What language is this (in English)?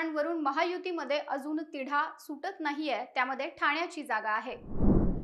Marathi